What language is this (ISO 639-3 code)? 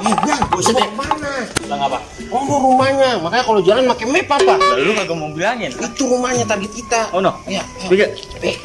bew